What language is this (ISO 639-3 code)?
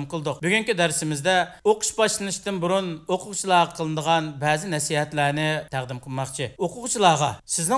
uig